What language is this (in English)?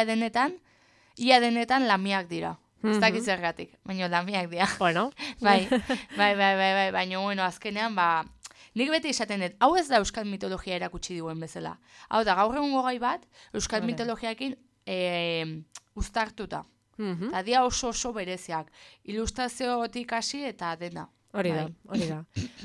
Basque